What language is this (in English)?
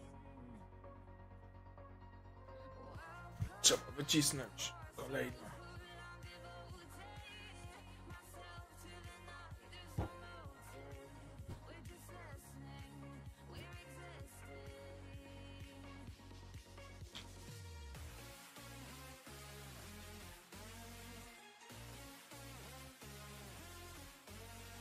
Polish